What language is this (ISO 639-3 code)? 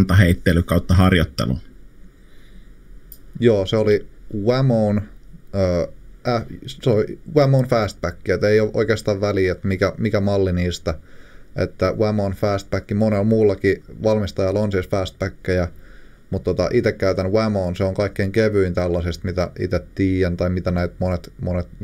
fin